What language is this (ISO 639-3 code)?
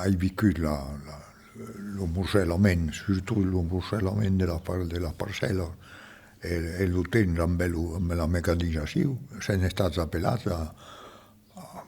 oci